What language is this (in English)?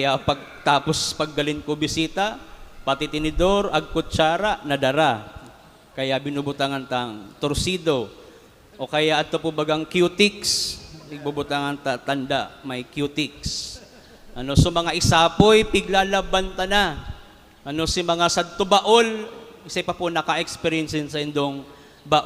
Bikol